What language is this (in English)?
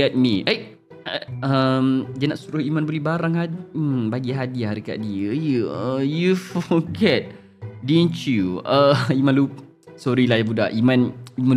Malay